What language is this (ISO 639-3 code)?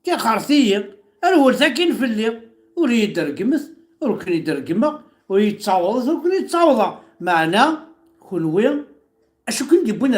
kab